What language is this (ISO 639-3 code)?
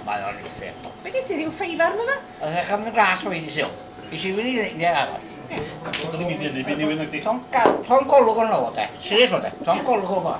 cym